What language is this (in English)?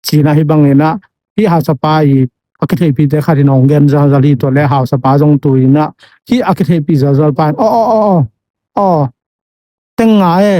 Tedim Chin